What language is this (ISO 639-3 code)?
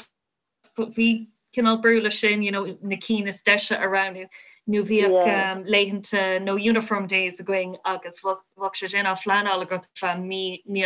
gle